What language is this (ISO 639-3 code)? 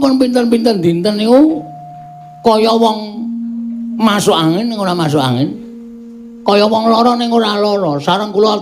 jav